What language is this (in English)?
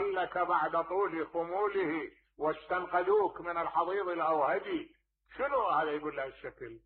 Mesopotamian Arabic